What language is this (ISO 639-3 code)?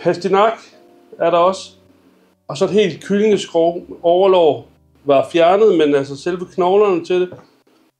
dan